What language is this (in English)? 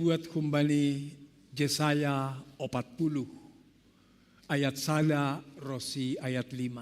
Batak Simalungun